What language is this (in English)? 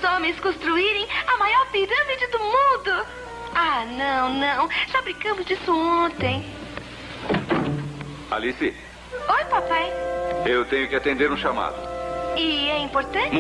Portuguese